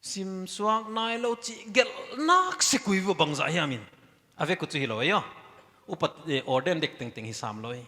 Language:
Paite Chin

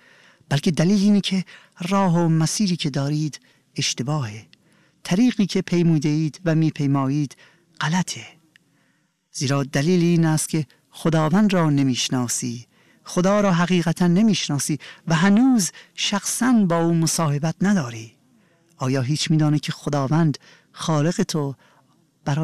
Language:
Persian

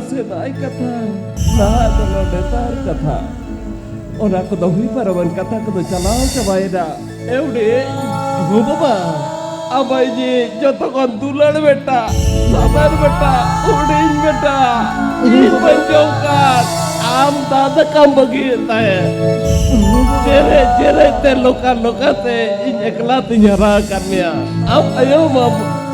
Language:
Santali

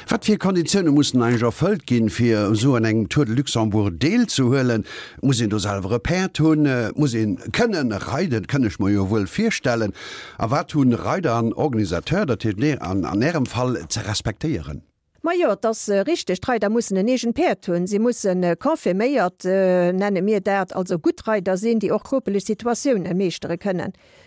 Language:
Luxembourgish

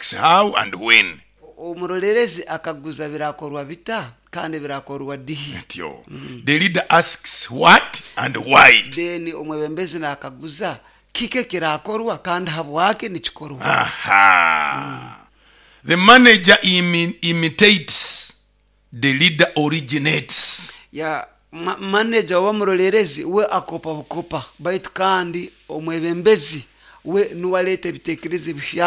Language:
Nyoro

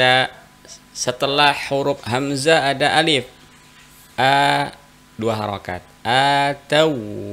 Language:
Indonesian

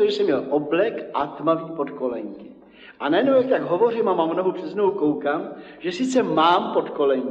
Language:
Czech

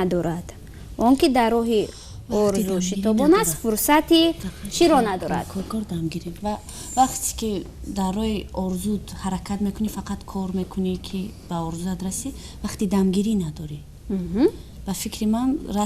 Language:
Tajik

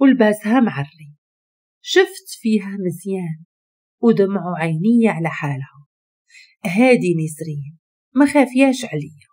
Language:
Moroccan Arabic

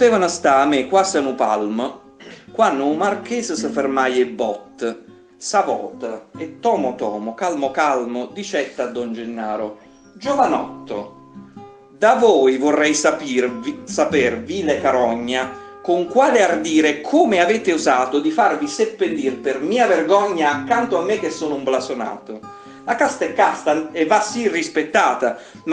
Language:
Neapolitan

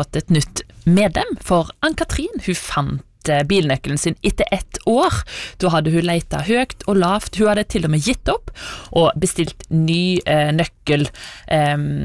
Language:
Norwegian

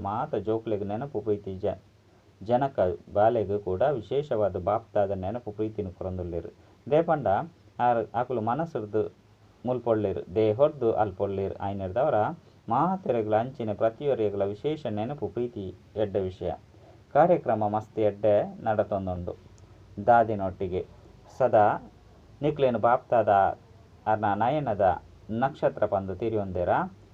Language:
Tulu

